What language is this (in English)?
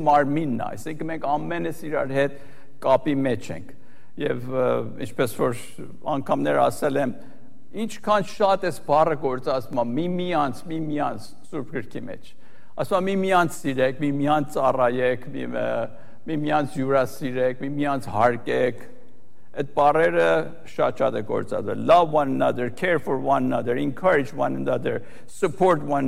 Armenian